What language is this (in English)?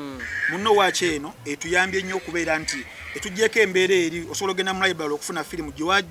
Ganda